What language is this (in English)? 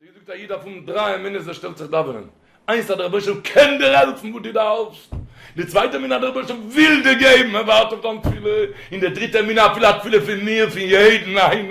Yiddish